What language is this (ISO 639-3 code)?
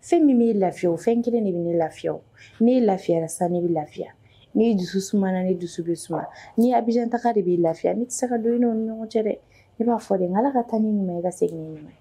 bam